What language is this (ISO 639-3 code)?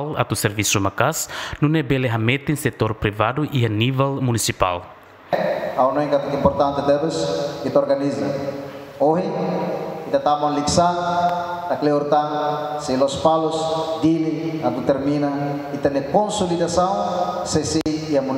tet